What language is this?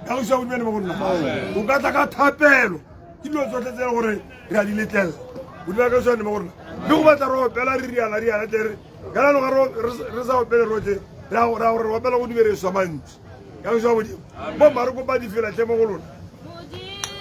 Tswana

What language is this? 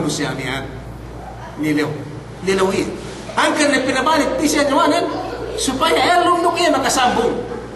Yakan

